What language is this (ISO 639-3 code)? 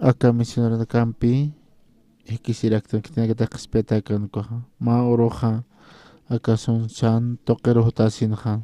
aym